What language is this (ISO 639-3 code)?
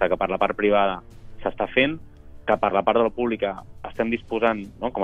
cat